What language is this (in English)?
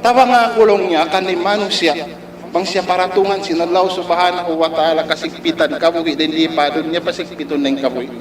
Tausug